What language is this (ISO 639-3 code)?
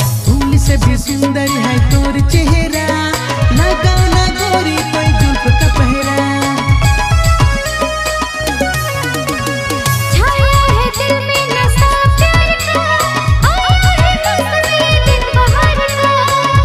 sck